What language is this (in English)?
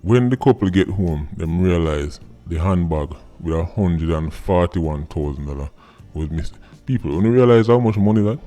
Jamaican Creole English